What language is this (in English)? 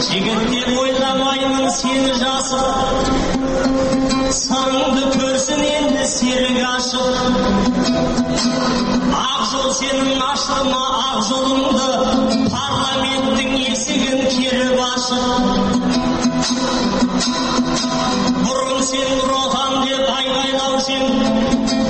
Kazakh